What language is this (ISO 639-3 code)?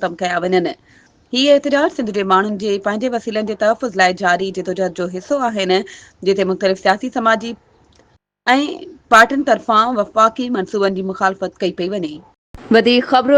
snd